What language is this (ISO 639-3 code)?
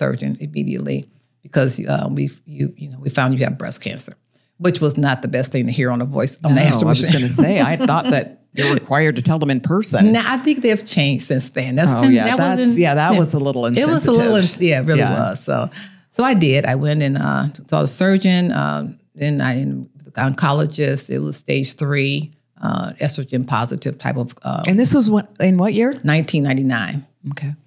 eng